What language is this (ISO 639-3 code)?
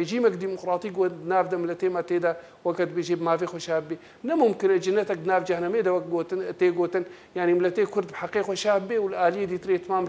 kur